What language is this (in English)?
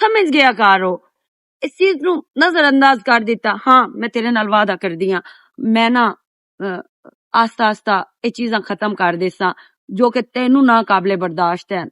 Western Panjabi